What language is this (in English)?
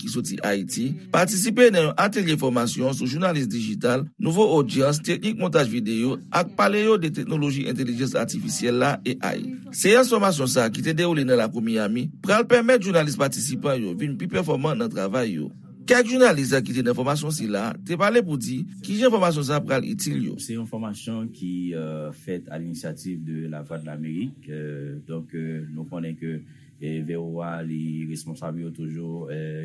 Haitian Creole